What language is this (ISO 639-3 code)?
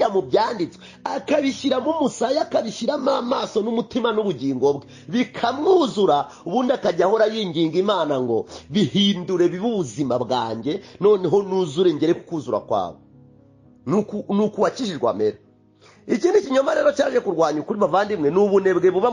kin